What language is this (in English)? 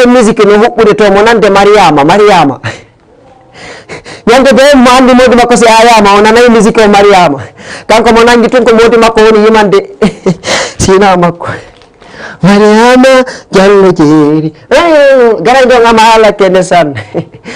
Fula